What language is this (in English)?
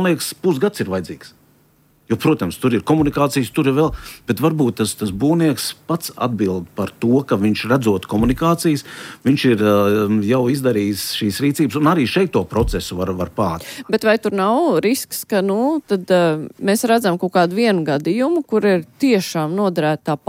Latvian